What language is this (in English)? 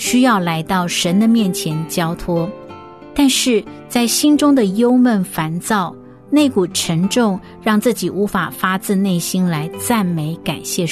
Chinese